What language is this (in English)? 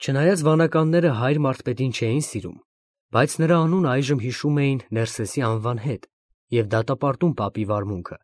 Armenian